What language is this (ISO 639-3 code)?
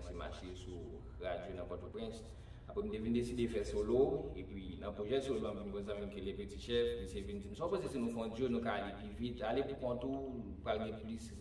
hat